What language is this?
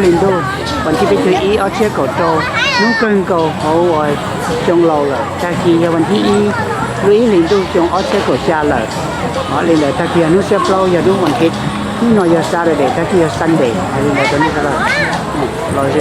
Hmong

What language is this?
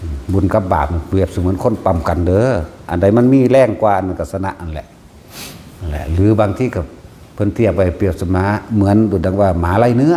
Northeastern Thai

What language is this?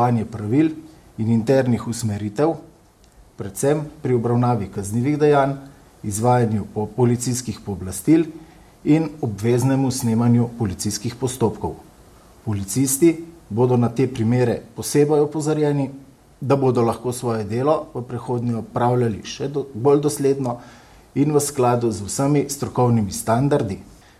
Slovenian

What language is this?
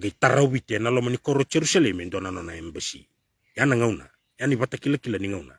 Fijian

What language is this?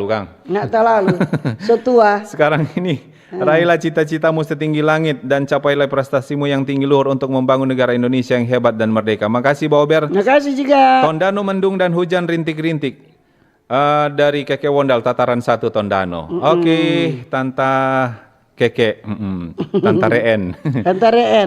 Manado Malay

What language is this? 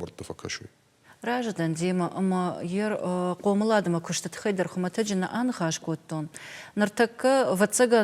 Ossetic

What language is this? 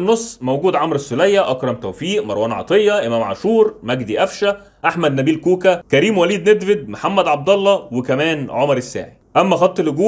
Egyptian Arabic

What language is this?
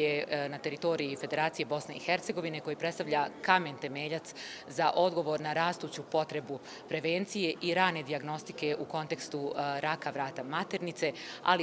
Bosnian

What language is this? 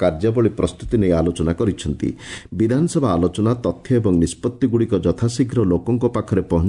Odia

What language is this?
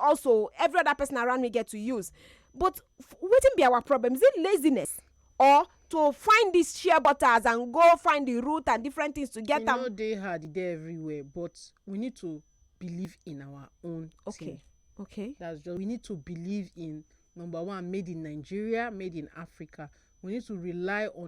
Nigerian Pidgin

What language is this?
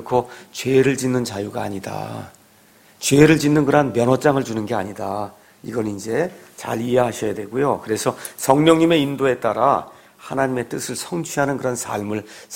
Korean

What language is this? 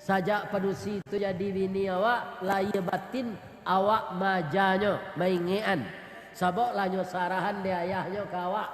Minangkabau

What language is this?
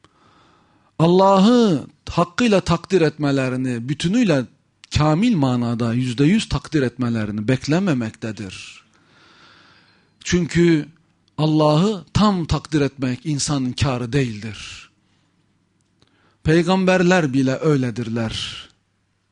Turkish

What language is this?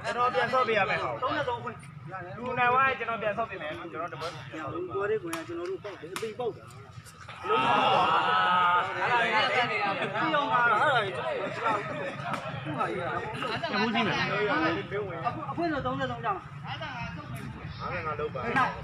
Burmese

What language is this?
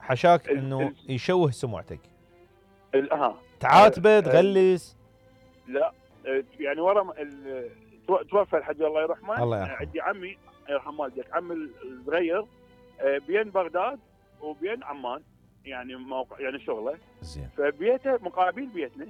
Mesopotamian Arabic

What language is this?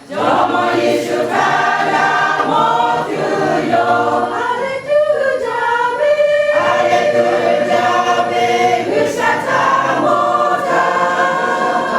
Lahu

